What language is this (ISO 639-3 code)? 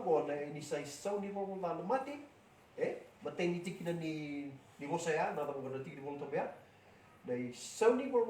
fij